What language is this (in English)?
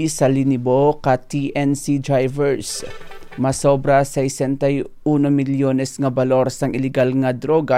Hiligaynon